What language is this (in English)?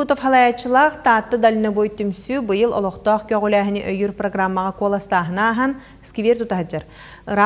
Yakut